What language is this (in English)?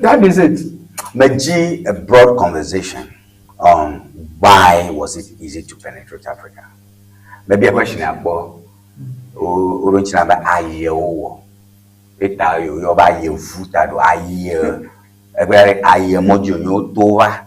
Ewe